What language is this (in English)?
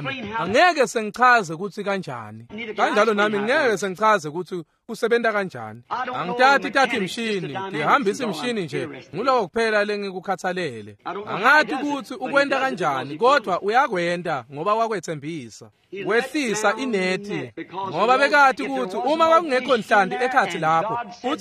Swati